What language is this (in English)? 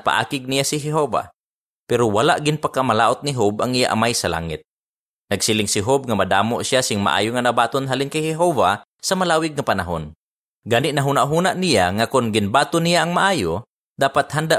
Hiligaynon